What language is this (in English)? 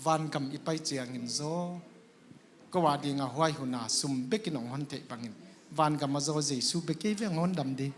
Tedim Chin